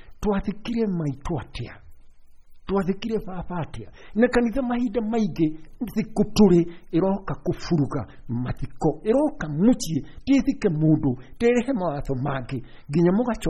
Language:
Kikuyu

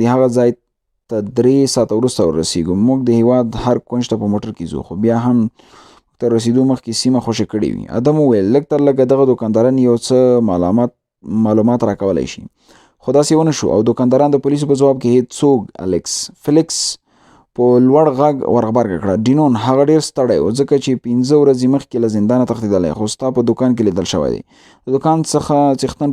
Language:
Pashto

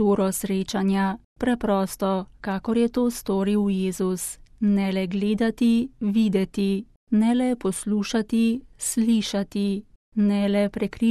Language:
Slovenian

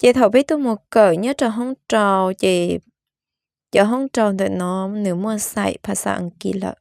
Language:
Hmong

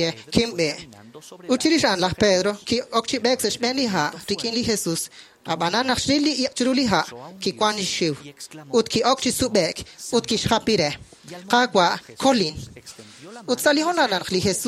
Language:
Kekchí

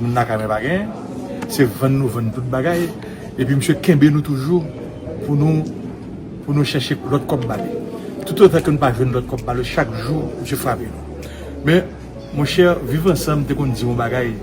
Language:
Haitian Creole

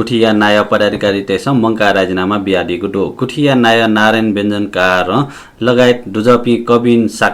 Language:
Newari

